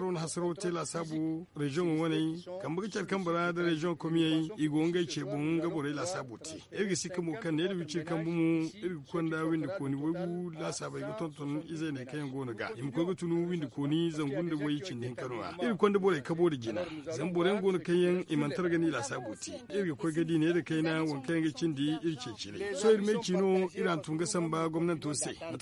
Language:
Zarma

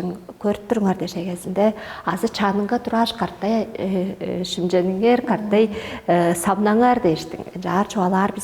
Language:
Tuvinian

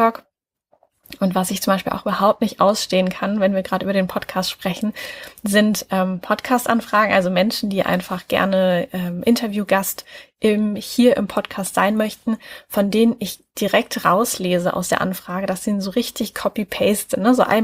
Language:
German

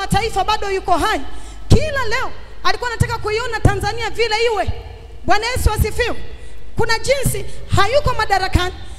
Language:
Swahili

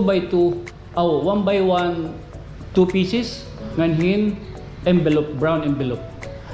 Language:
Waray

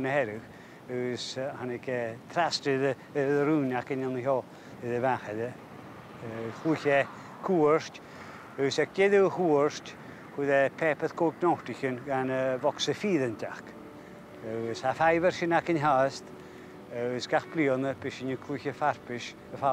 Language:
Scottish Gaelic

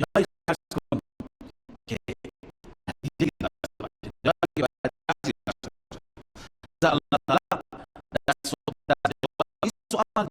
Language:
Persian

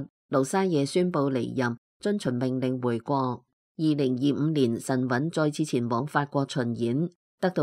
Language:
Cantonese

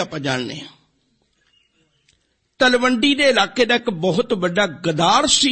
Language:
Punjabi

